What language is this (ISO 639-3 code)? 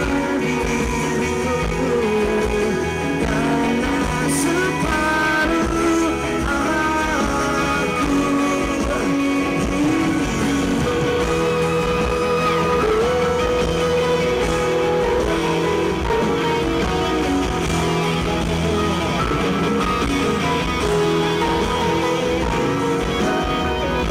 ind